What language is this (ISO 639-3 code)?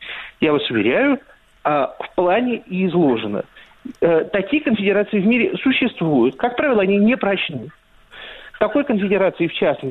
rus